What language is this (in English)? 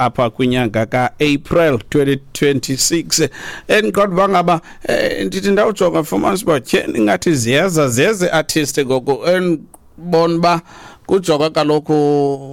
Xhosa